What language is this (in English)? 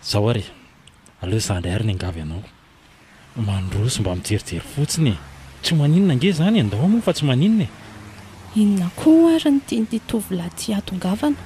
Malagasy